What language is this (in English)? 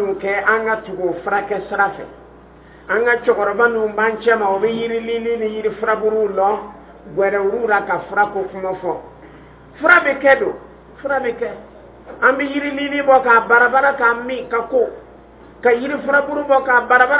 Dyula